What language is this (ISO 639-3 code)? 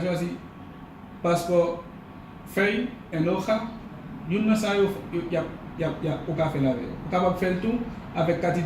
hat